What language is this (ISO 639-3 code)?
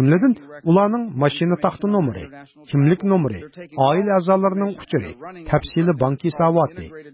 uig